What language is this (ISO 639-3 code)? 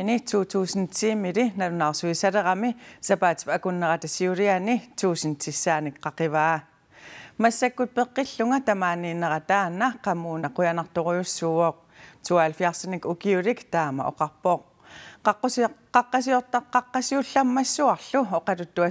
kal